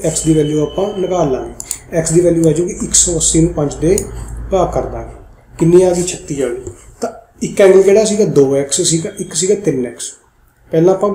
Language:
Punjabi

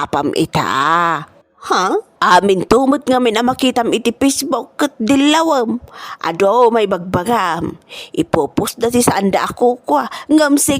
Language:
Iloko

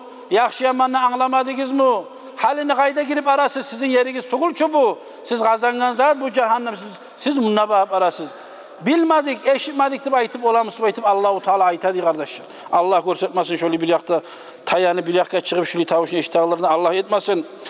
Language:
Kumyk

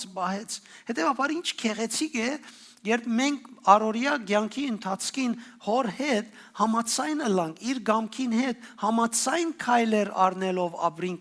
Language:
Western Armenian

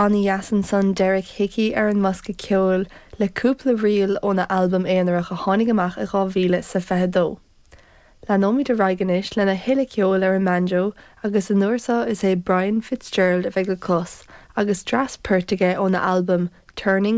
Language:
Irish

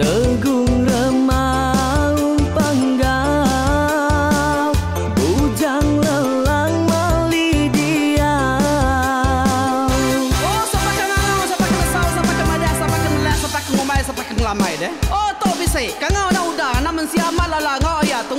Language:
Iban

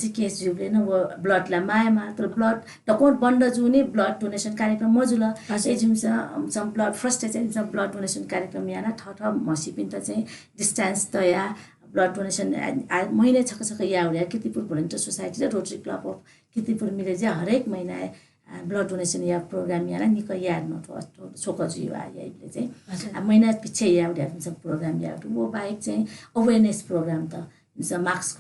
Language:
Newari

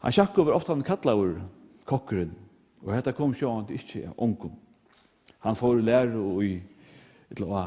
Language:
Faroese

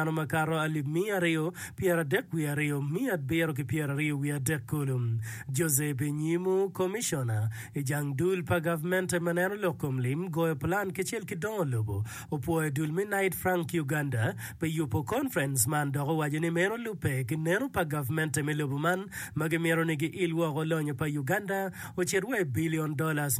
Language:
Acoli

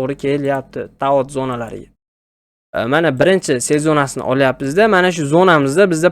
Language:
Uzbek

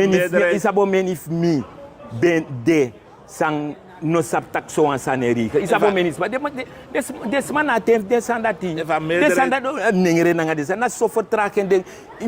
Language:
Sranan Tongo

